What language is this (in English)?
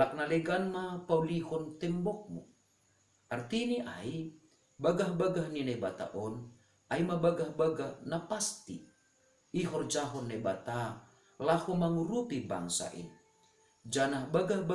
Batak Simalungun